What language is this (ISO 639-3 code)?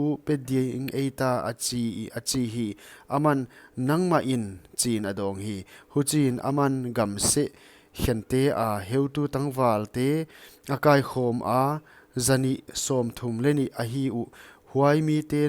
pck